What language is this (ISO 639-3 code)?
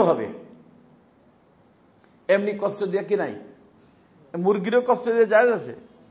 ben